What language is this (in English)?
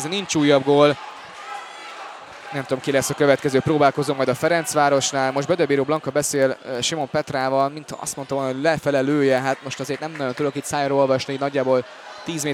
Hungarian